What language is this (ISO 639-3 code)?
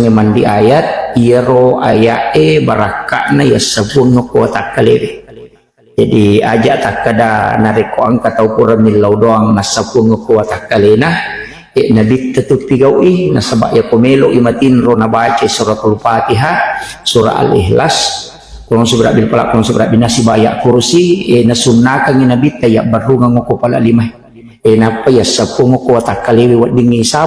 bug